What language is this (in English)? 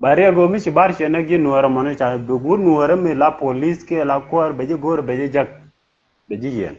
Nuer